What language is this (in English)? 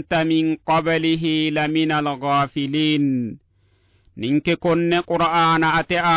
Sidamo